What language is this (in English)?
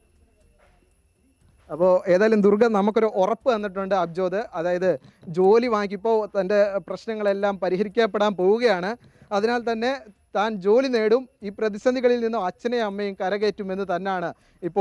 Malayalam